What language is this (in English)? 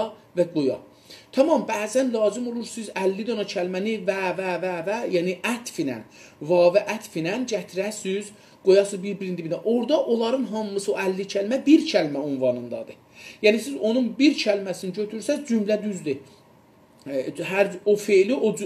South Azerbaijani